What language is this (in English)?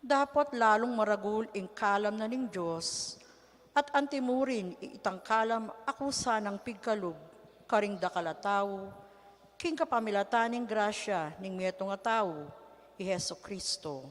Pampanga